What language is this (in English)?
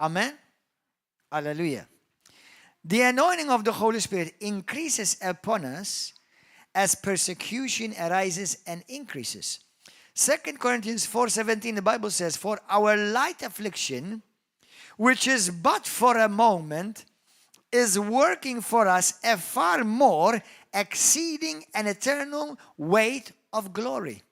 English